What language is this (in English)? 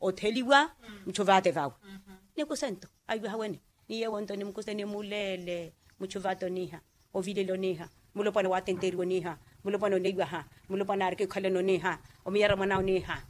Makhuwa